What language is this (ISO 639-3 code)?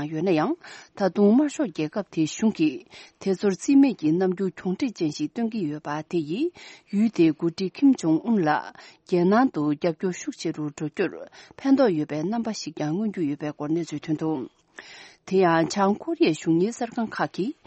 bod